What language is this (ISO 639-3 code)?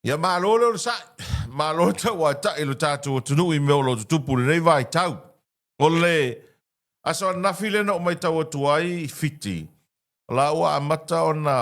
smo